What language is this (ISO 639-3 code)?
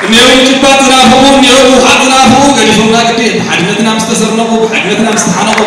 tir